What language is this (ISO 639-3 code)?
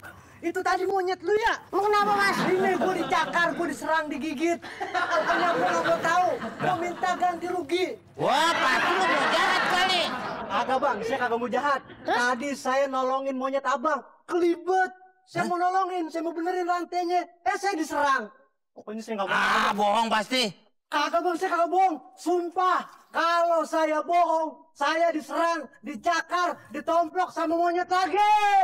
bew